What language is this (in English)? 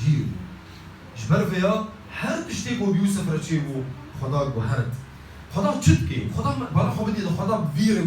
Kurdish